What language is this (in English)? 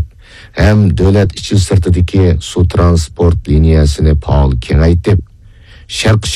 Uyghur